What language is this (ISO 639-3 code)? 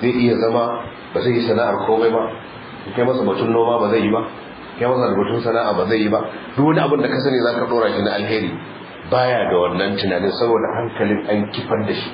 hau